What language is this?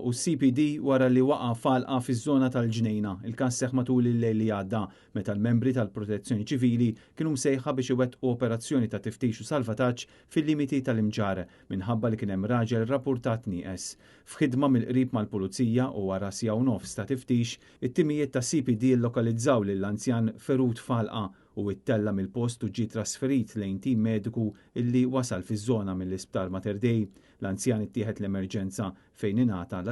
Maltese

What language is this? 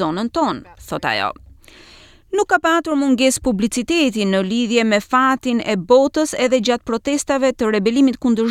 Albanian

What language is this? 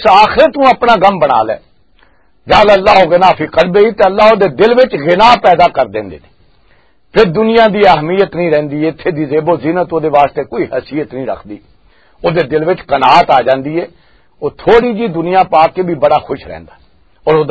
Western Panjabi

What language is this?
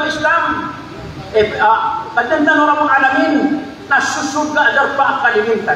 Maranao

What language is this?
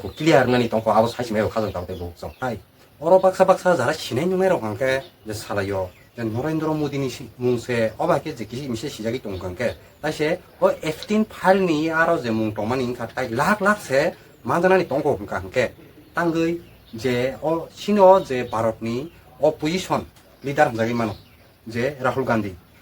Kok Borok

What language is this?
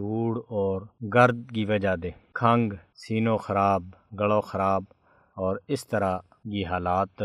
Gujari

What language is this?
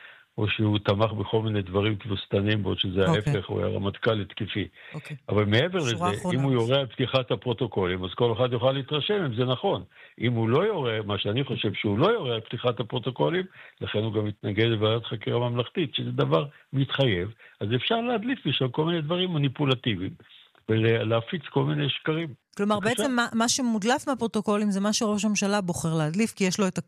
Hebrew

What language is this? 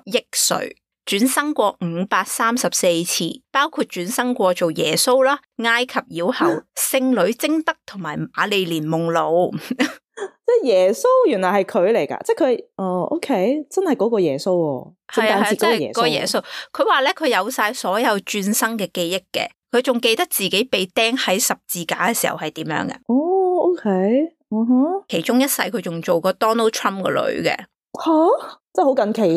Cantonese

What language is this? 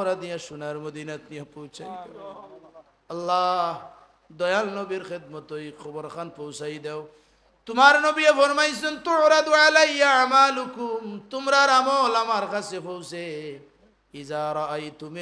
Sylheti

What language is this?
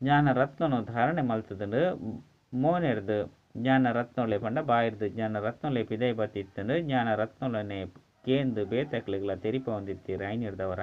Tulu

